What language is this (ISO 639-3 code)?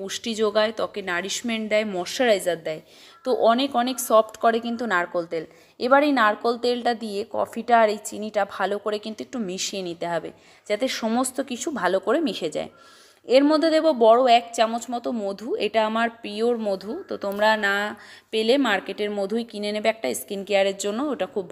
ben